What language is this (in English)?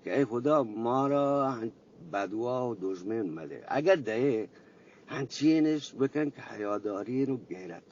Eastern Balochi